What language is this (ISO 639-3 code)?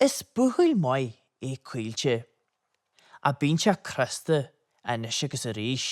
gle